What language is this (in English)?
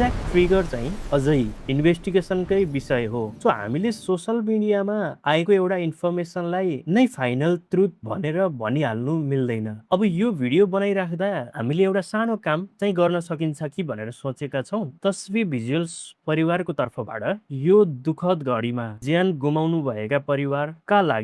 Nepali